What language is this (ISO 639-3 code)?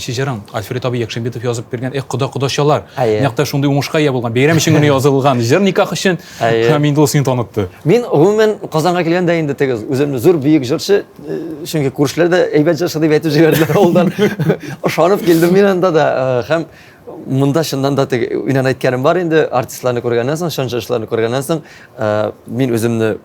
tat